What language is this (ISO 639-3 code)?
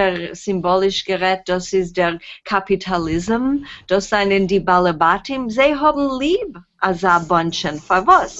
yid